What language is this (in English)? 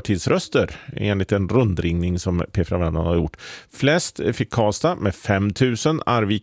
Swedish